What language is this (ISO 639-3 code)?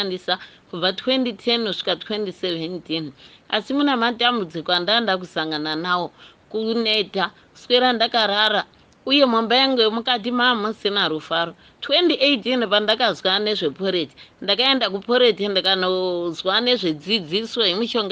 sna